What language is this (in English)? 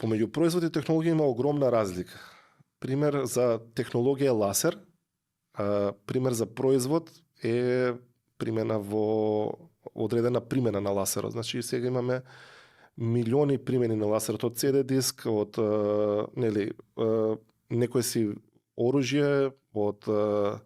Macedonian